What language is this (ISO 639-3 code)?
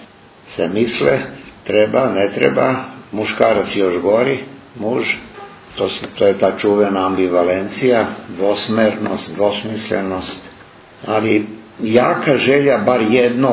srp